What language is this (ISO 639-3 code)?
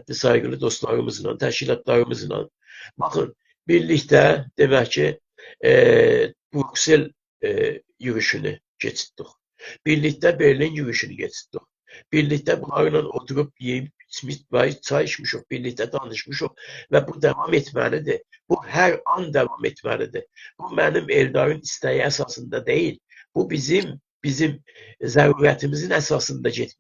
azb